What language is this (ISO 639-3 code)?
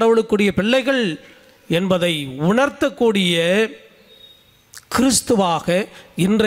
tam